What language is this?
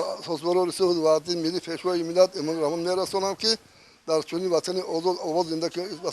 Tajik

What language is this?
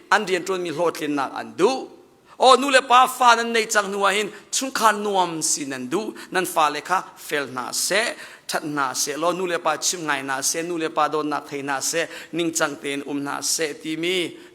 Hakha Chin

